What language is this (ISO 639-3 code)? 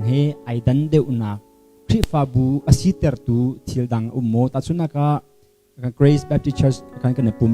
cnh